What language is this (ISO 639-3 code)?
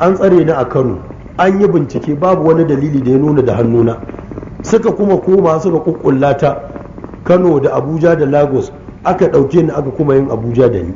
hau